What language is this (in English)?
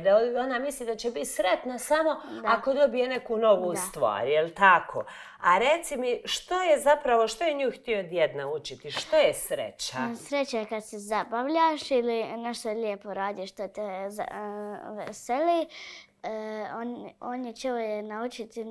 Croatian